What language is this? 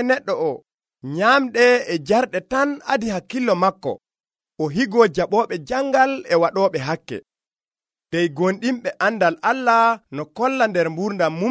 Nigerian Fulfulde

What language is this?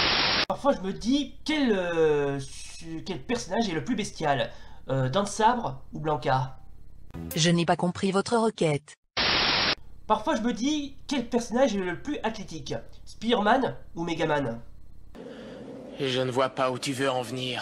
French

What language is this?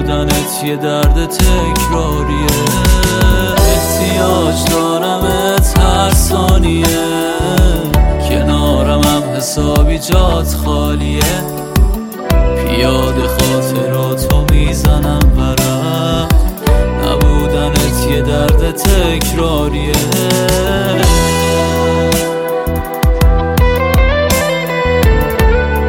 Persian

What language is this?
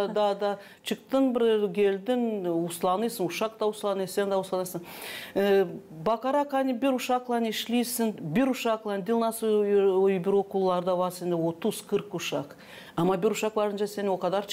Gagauz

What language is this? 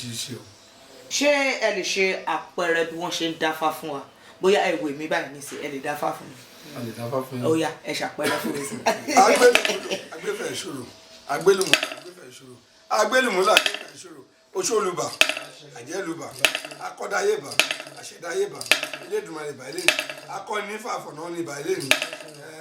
Yoruba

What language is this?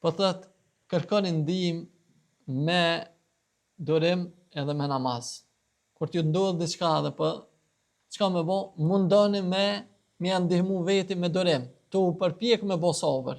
Albanian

